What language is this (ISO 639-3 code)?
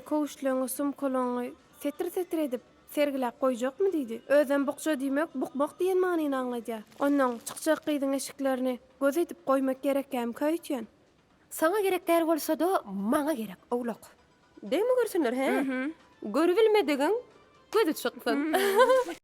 tuk